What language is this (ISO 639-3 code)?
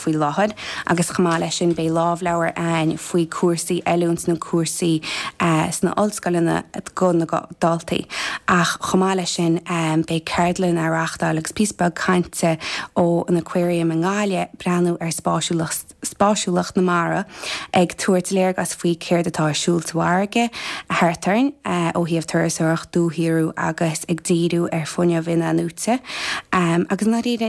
gle